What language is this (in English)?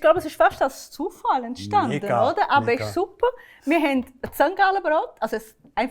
Swiss German